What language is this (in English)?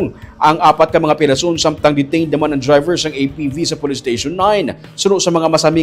Hiligaynon